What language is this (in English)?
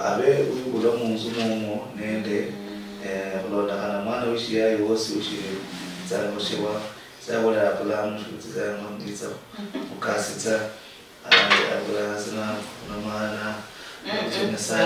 Luyia